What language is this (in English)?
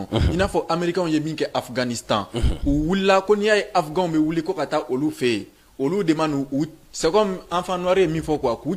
Bambara